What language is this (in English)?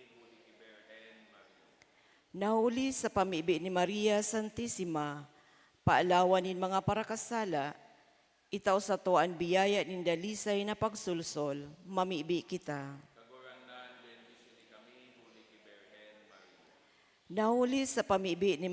Bikol